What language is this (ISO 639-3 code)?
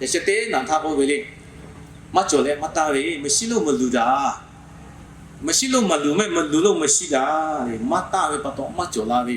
lhu